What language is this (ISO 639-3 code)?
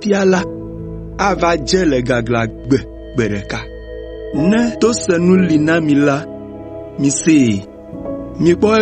ewe